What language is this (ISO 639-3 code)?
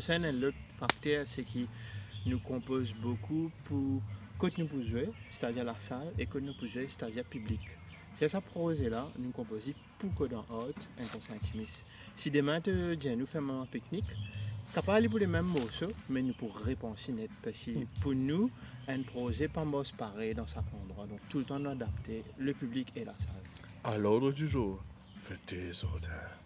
mfe